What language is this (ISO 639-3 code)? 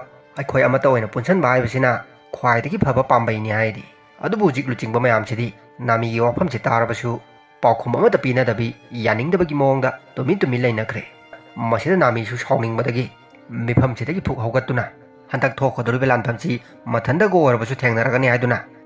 mni